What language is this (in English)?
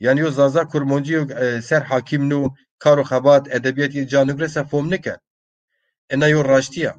Zaza